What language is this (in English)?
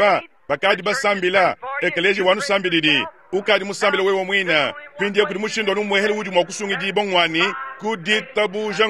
Luba-Lulua